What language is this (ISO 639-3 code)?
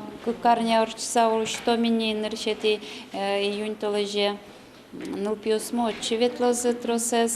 udm